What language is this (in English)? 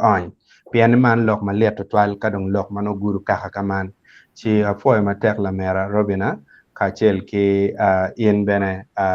Acoli